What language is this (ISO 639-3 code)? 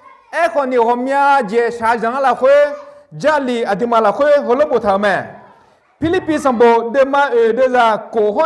ahk